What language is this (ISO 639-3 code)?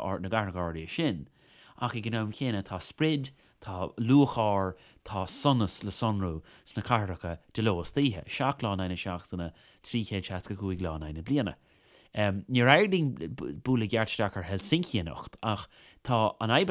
gle